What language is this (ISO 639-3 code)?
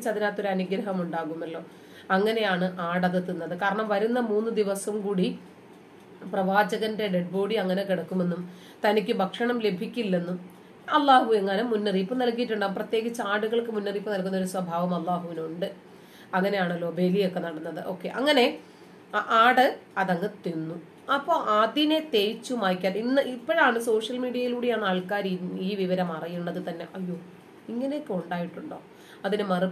mal